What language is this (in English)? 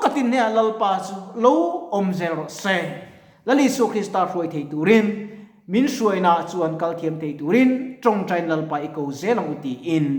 Mizo